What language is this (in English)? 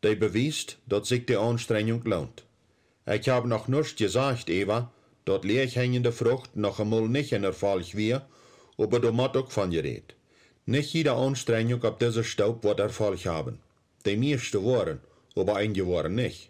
Plautdietsch